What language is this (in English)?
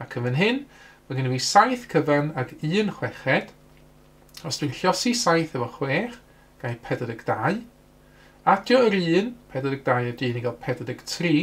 Welsh